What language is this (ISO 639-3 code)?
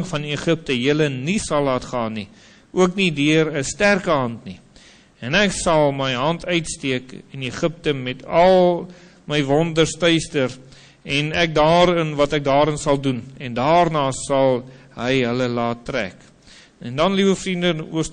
afr